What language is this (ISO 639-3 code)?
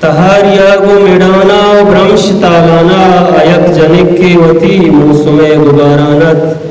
bgp